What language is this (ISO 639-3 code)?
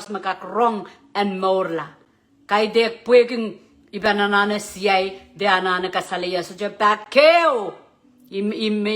pon